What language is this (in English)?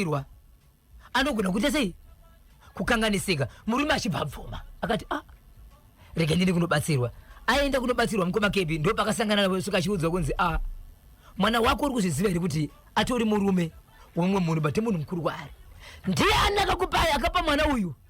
Shona